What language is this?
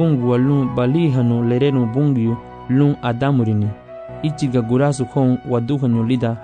Garifuna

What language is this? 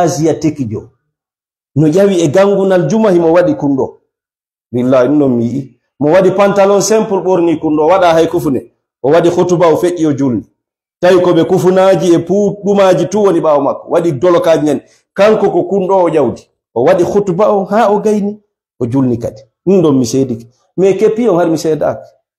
Fula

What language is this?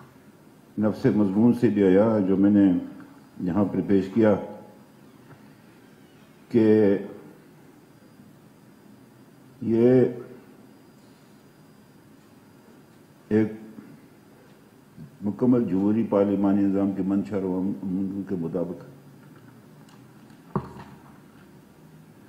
Urdu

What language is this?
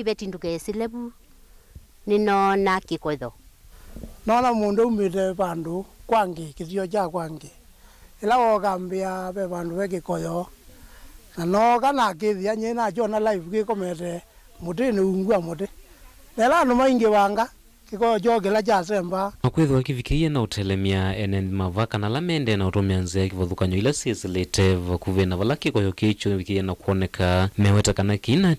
Kamba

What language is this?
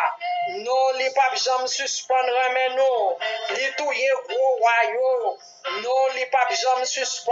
Haitian Creole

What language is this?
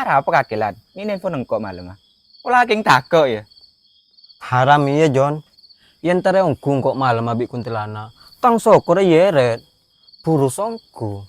Madurese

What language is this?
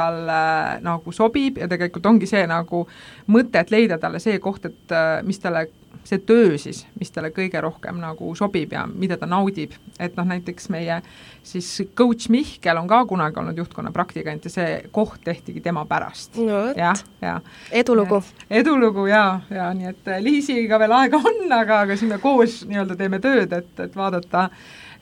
Estonian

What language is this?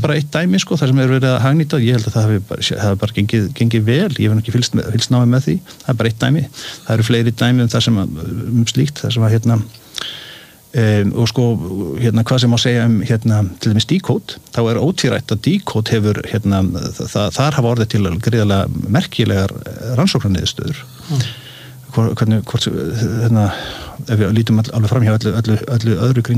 Icelandic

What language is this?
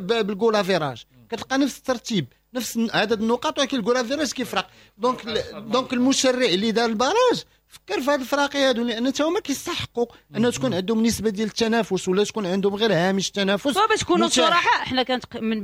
Moroccan Arabic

